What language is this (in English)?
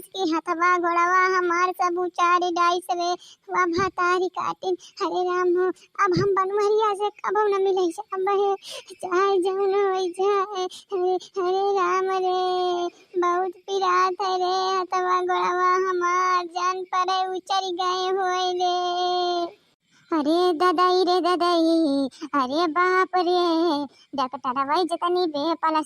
Awadhi